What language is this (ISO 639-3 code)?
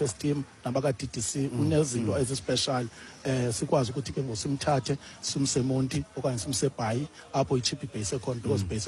xho